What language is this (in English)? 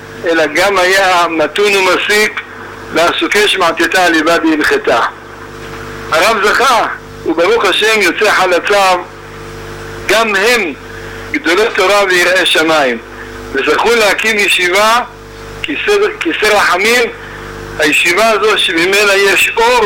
Hebrew